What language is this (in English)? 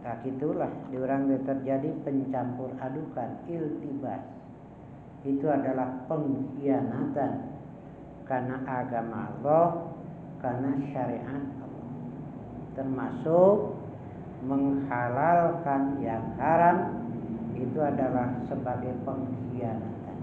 Sundanese